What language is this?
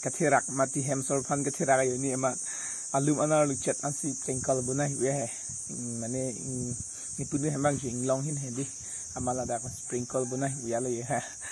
Karbi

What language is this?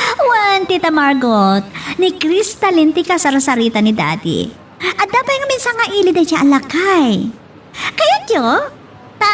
Iloko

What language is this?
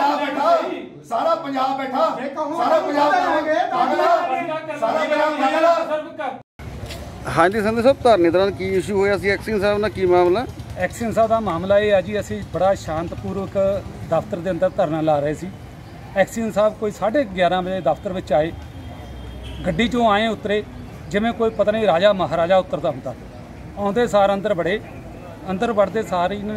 Punjabi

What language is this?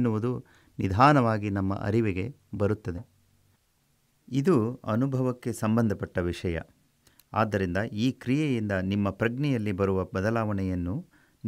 Kannada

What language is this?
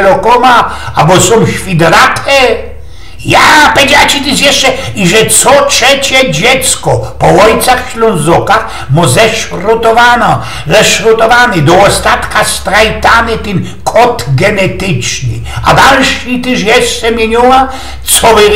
Silesian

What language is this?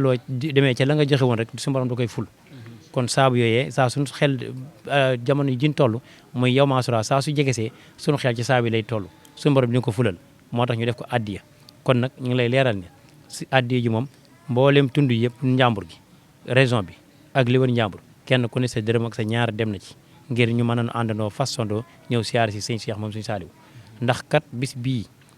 Wolof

